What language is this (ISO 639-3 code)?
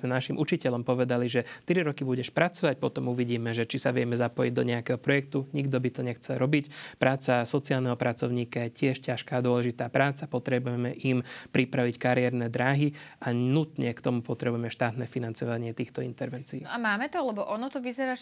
slk